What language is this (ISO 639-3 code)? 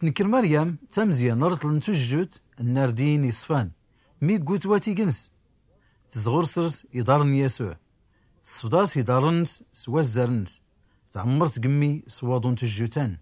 shi